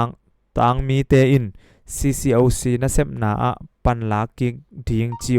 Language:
Tedim Chin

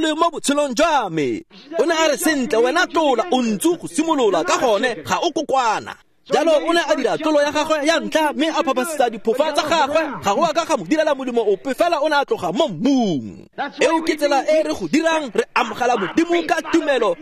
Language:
Tswana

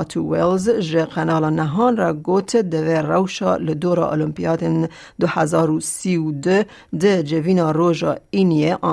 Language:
Kurdish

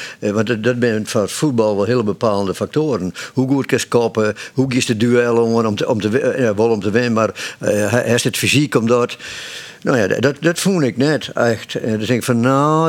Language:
Western Frisian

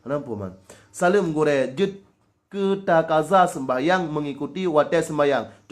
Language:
Achinese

